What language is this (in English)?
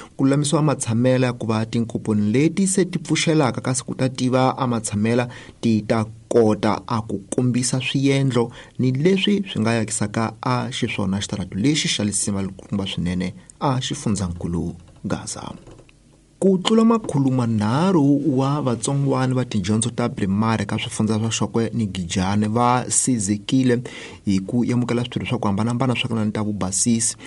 Tsonga